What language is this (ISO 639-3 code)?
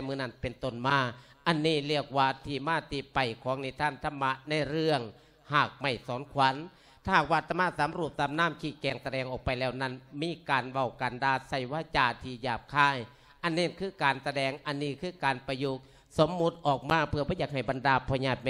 lao